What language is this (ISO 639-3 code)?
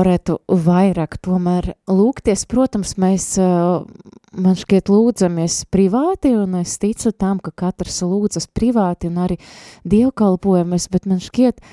lav